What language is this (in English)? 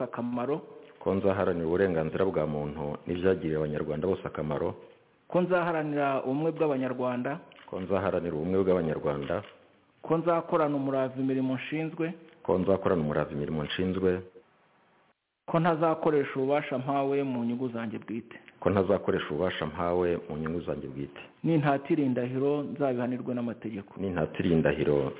Kinyarwanda